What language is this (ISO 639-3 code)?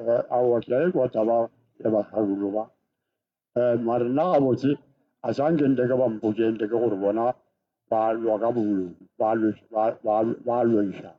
nso